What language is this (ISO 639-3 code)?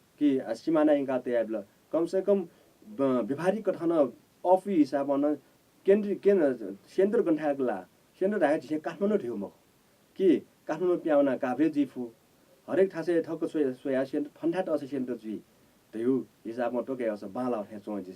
new